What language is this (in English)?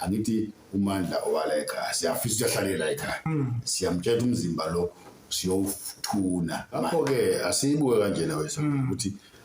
Zulu